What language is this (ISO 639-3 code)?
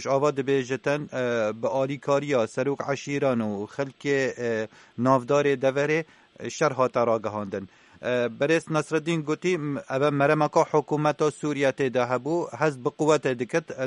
kur